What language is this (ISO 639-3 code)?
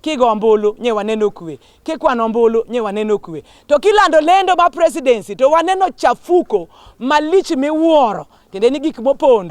luo